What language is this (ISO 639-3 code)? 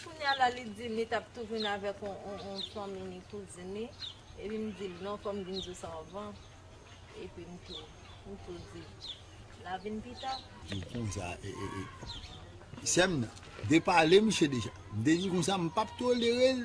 hat